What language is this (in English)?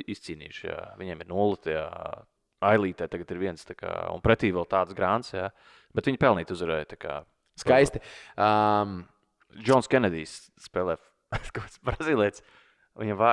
Latvian